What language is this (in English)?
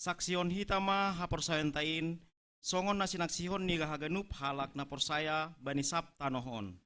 Batak Simalungun